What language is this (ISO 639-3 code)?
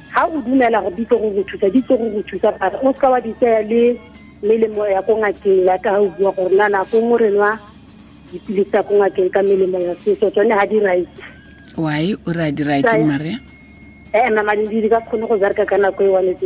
tsn